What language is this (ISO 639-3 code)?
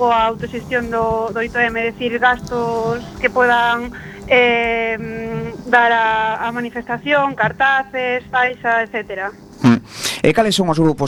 glg